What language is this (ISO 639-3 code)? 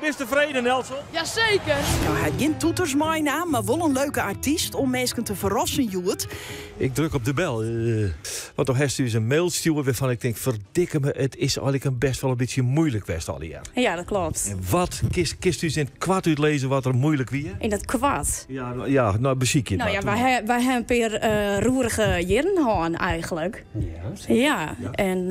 fry